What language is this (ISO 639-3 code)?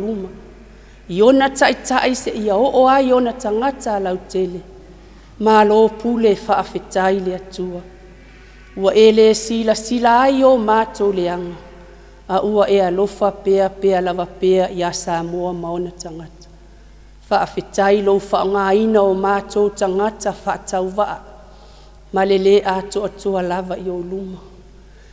smo